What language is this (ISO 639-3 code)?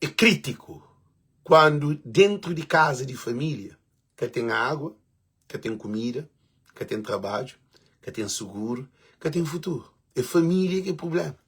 kea